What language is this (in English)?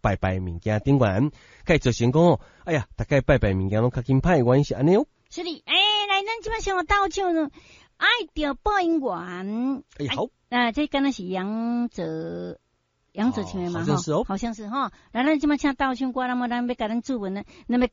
Min Nan Chinese